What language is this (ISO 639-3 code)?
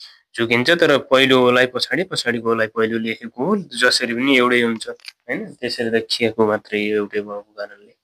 nep